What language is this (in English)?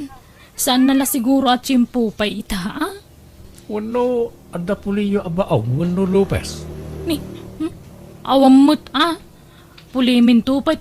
Iloko